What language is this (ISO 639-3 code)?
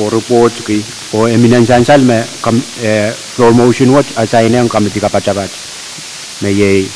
pon